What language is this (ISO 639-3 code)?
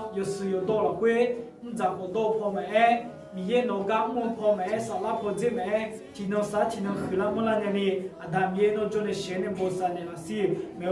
ahk